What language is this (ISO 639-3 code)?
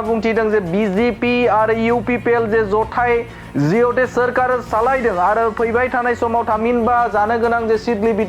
brx